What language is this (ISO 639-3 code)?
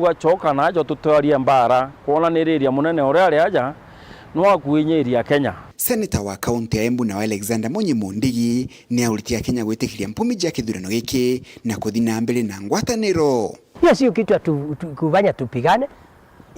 mer